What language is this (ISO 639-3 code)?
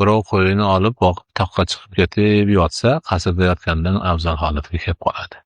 uzb